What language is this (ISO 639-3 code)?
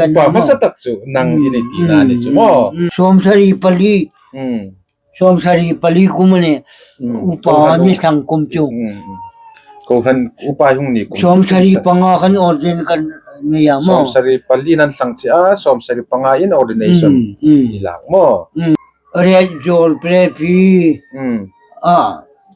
hmr